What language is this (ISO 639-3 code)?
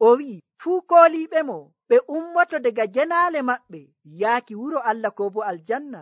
fuv